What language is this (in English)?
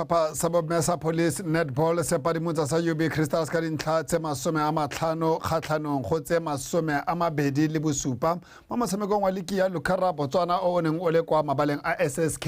Tswana